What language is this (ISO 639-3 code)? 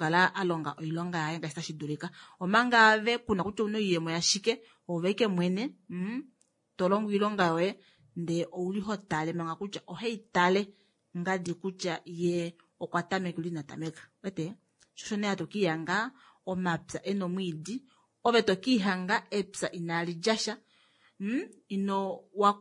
kua